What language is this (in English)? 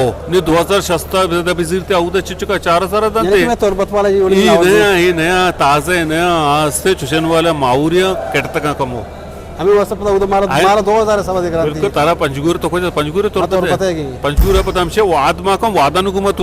Eastern Balochi